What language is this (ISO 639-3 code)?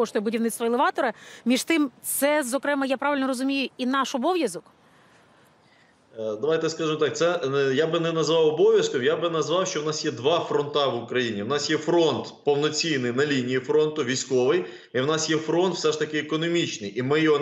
ukr